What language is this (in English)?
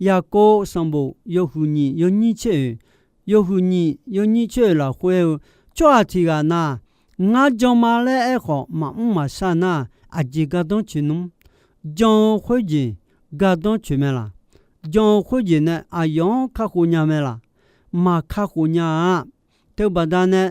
Akha